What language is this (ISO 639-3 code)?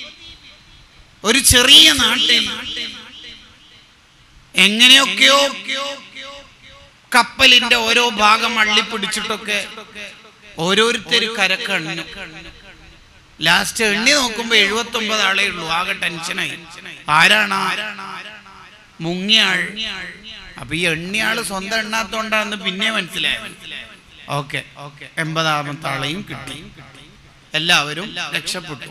mal